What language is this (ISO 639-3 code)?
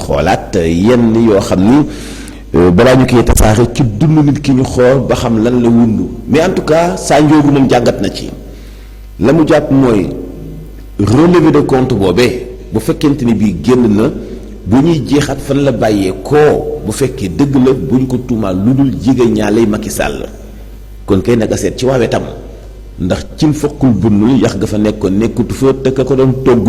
wol